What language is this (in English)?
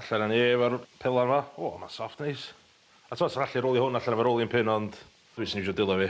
Welsh